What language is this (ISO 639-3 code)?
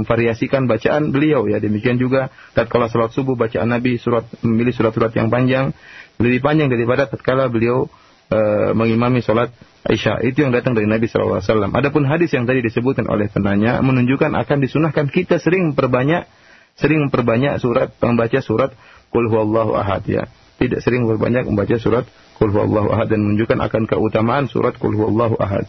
ind